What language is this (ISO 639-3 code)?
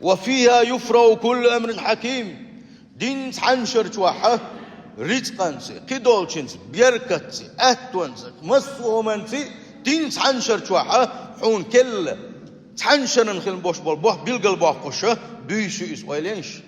che